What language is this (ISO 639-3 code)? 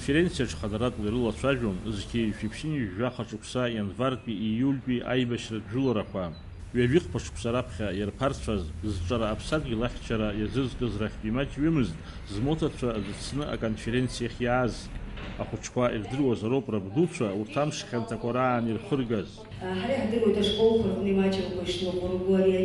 abk